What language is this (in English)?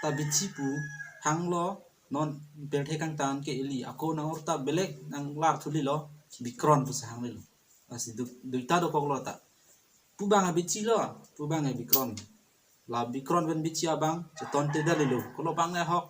Karbi